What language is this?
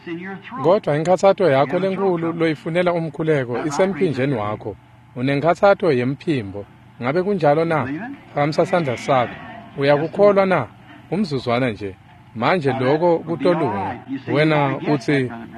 Swati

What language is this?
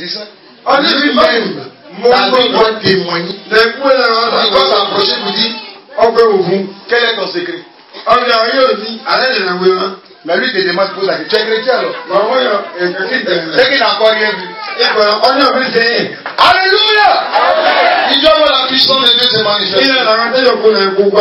French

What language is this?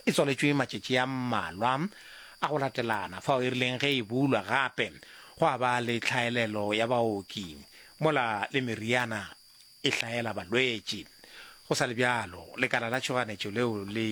Northern Sotho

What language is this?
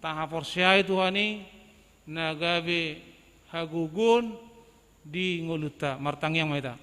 Batak Toba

